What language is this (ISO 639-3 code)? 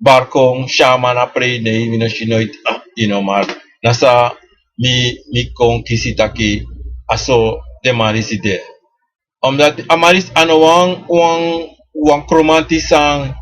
srn